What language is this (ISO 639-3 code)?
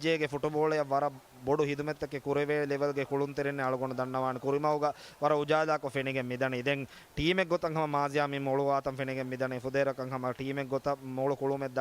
div